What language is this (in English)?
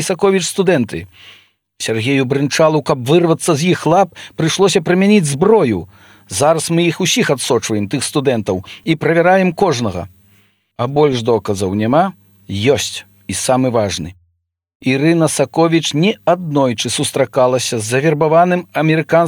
Belarusian